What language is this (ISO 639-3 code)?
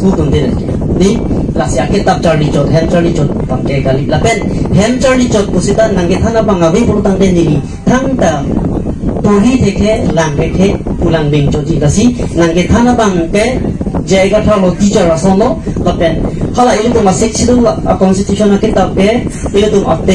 mjw